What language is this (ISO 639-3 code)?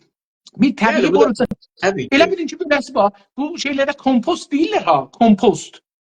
azb